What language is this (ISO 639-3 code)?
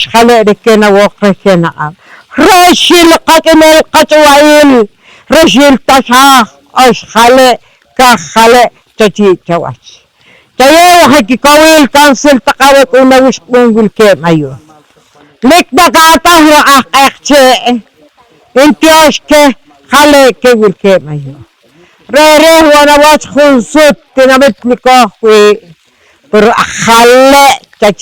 poh